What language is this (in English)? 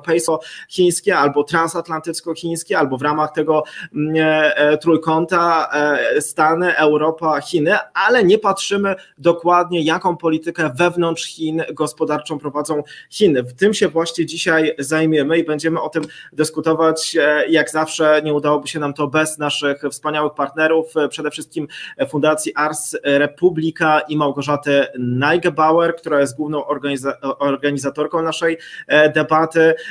Polish